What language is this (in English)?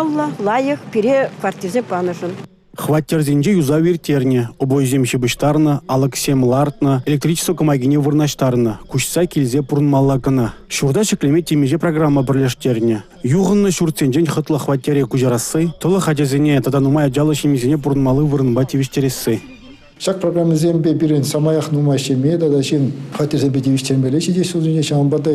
Chuvash